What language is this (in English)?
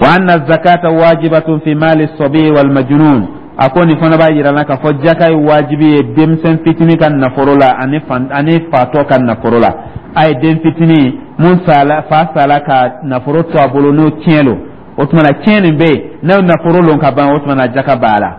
Dyula